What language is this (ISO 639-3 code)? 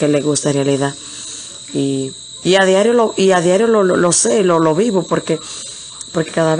spa